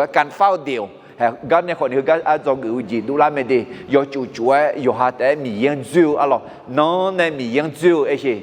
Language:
Akha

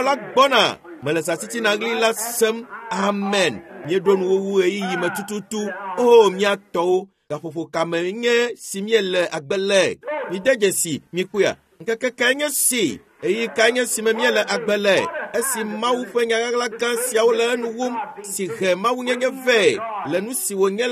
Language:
Ewe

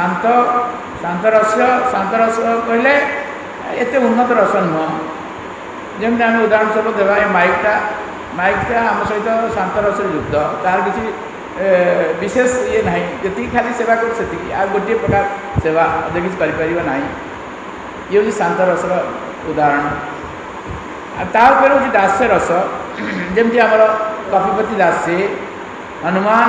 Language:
Odia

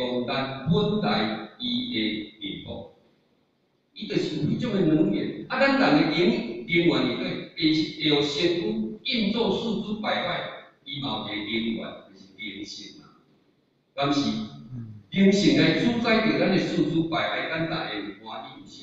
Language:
Min Nan Chinese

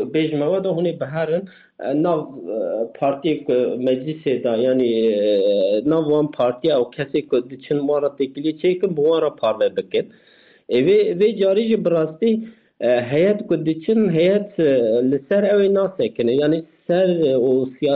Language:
Kurdish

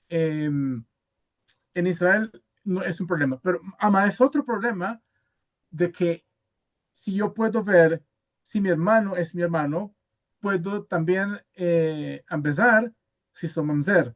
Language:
Ladino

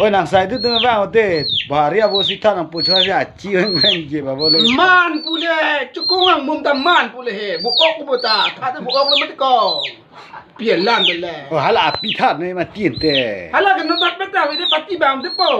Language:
Karbi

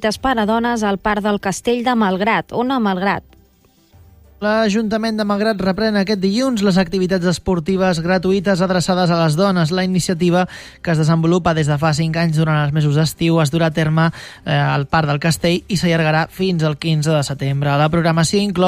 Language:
Catalan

